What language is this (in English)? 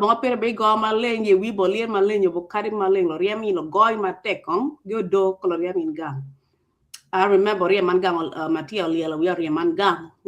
Acoli